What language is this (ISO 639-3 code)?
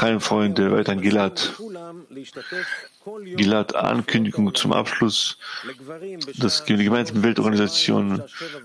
deu